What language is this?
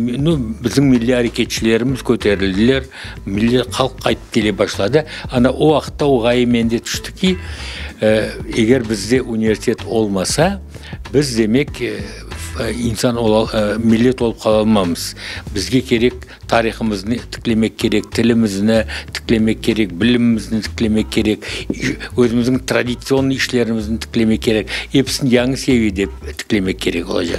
Crimean Tatar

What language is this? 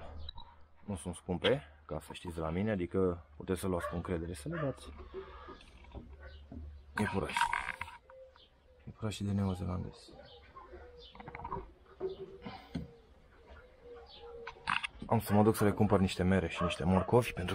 Romanian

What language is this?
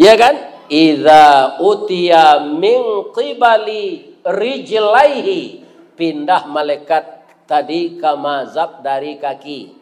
Minangkabau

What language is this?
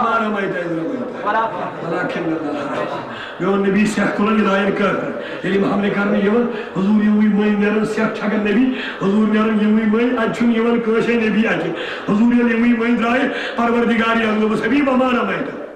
Kashmiri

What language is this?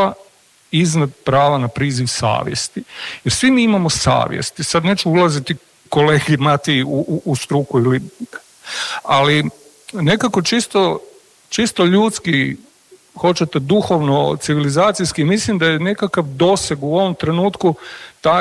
Croatian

